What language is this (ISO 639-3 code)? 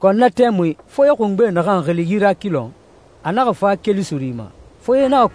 sus